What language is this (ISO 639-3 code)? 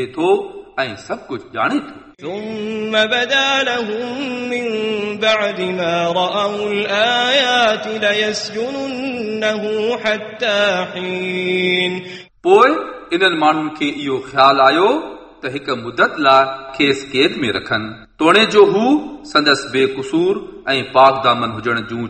snd